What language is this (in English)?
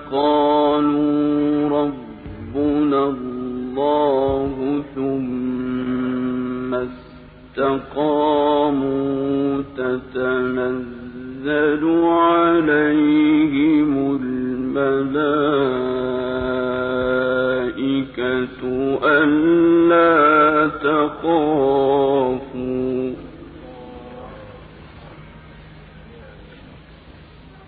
Arabic